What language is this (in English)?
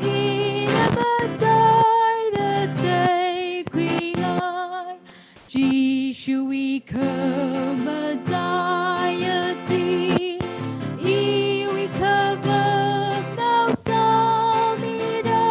Tangkhul Naga (India)